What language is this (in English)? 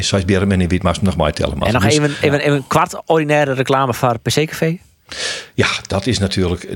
Western Frisian